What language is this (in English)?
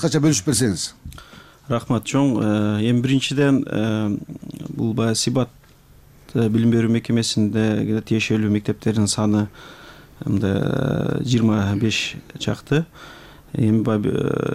Kyrgyz